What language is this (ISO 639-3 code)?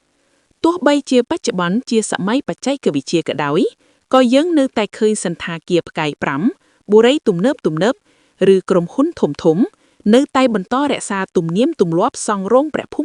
khm